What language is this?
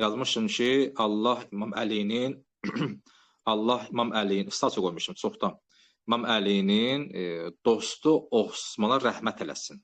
Azerbaijani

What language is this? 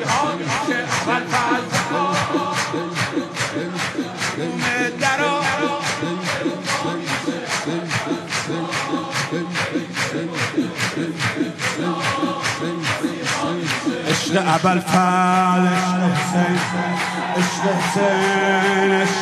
Persian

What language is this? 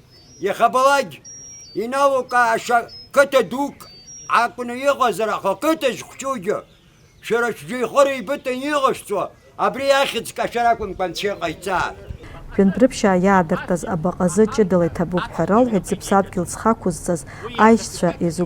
Abkhazian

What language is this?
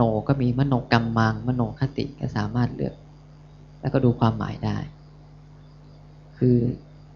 Thai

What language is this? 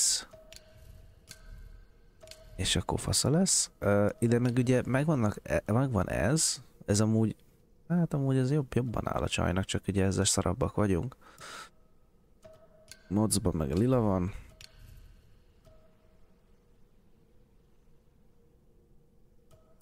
Hungarian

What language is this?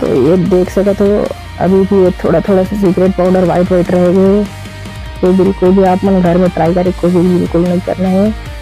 Chhattisgarhi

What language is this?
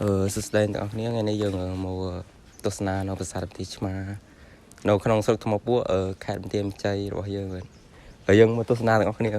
Khmer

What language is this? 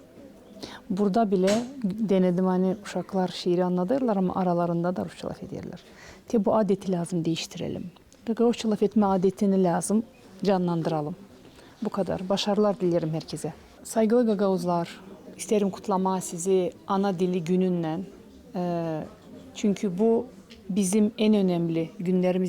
Gagauz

